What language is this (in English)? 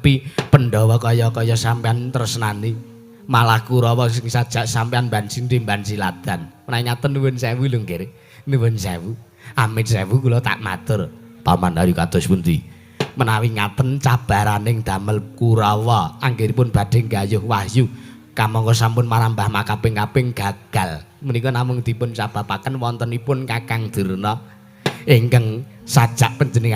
Javanese